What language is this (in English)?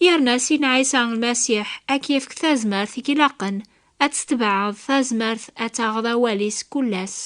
Kabyle